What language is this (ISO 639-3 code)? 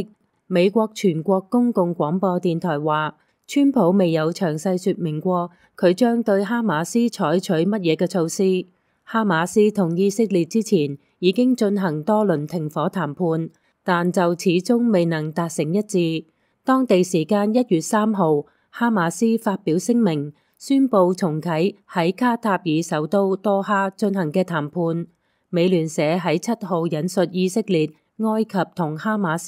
yue